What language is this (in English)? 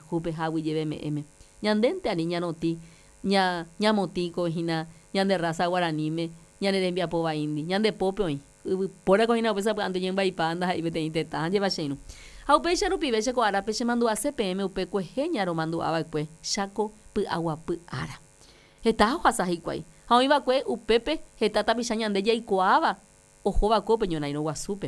Guarani